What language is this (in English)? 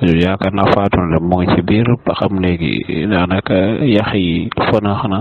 Wolof